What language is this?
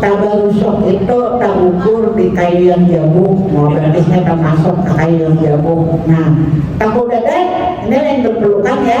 Banjar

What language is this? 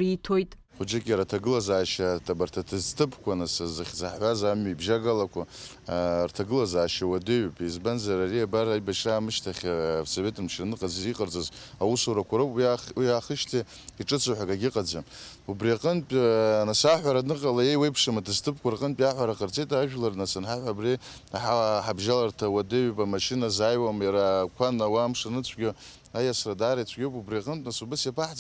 Abkhazian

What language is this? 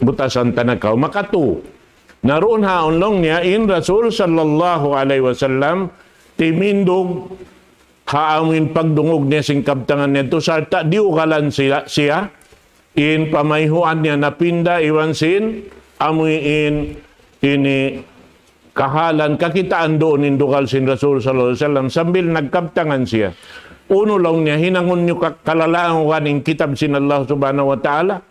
Tausug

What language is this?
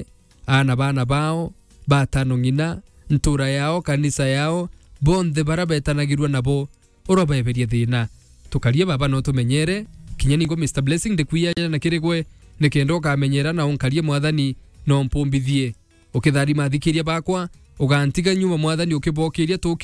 Meru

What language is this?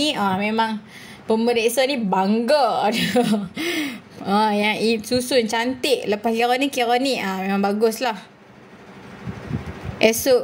Malay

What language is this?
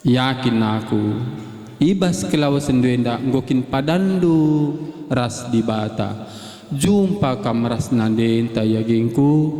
Batak Karo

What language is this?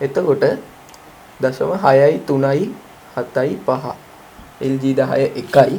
Sinhala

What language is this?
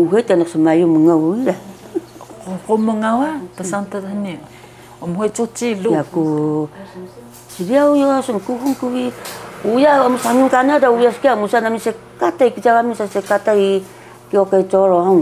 Taroko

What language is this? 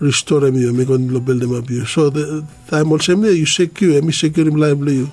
Bislama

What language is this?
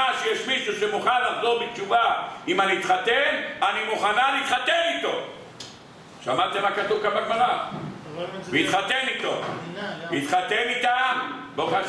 Hebrew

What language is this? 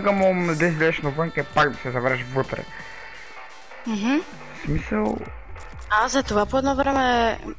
Bulgarian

